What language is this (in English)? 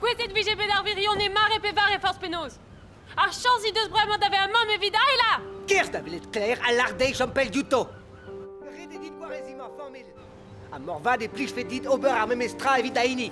Breton